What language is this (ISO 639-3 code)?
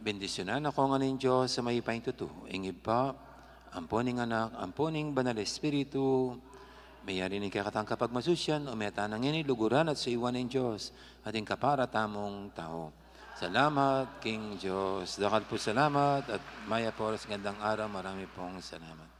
pam